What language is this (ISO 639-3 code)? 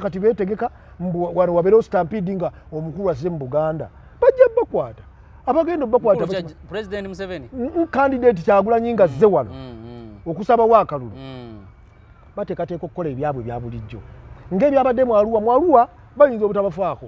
lug